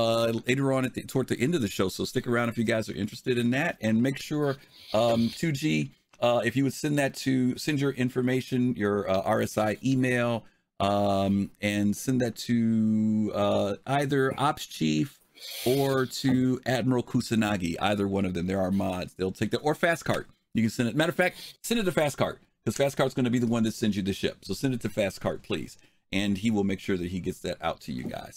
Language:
English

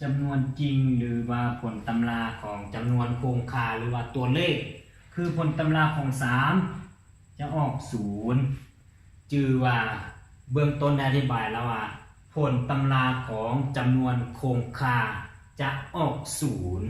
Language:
Lao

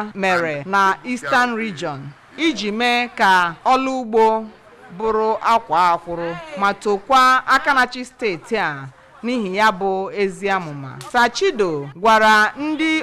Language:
Igbo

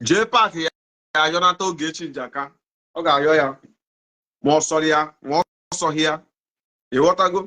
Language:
Igbo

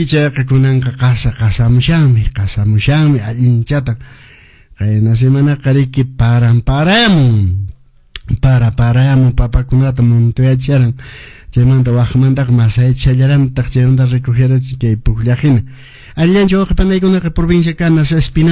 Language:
Quechua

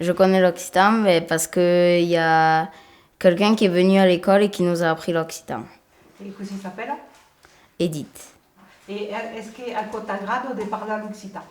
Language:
Occitan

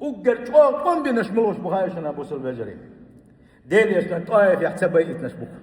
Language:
Chechen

